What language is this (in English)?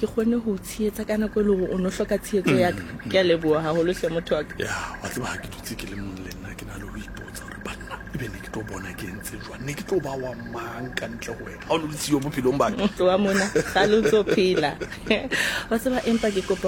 Southern Sotho